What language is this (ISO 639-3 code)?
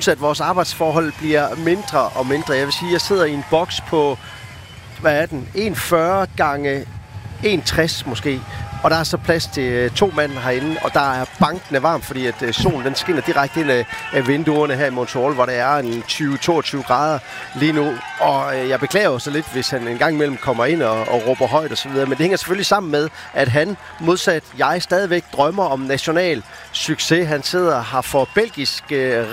dan